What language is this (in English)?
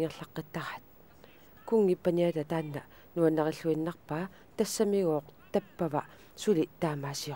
Kalaallisut